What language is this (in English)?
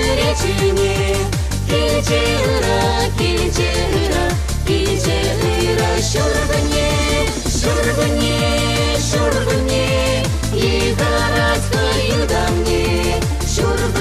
Chuvash